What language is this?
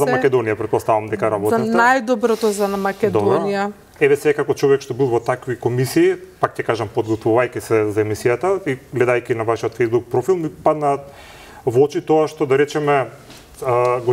Macedonian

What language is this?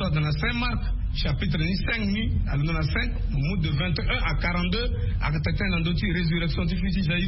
Sango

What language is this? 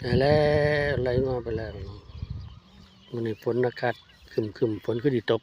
Lao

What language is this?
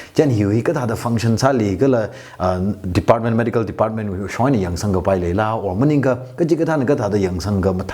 Tangkhul Naga (India)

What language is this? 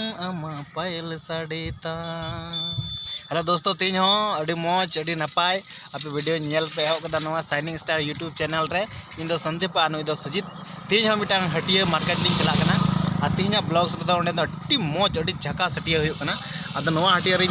Santali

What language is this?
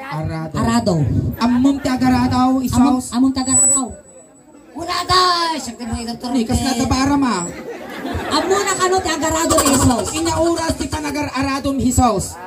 Iloko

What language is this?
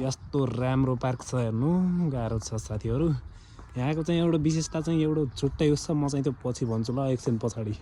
Nepali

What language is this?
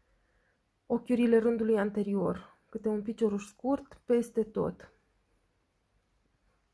Romanian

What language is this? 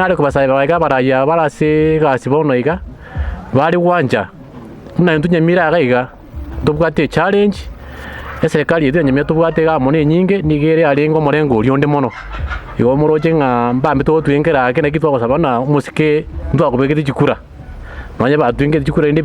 Gusii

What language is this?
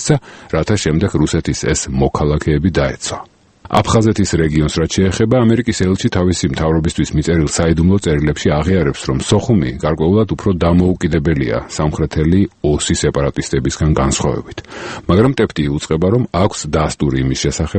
Georgian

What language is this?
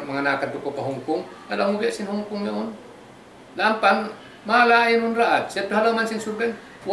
Tausug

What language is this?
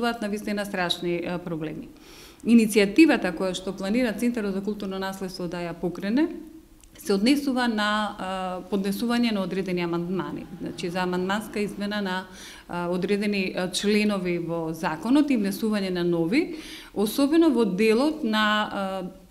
Macedonian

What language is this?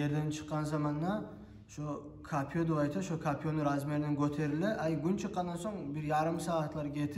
Kumyk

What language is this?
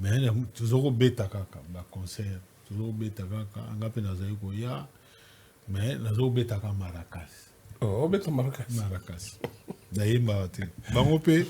Lingala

